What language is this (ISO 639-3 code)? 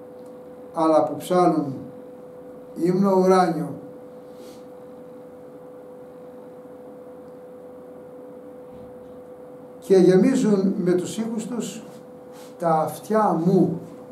ell